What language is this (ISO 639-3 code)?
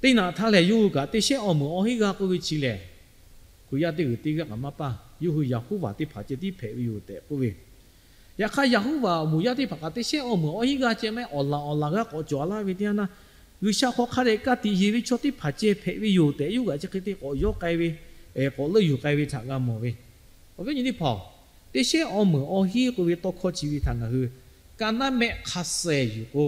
lhu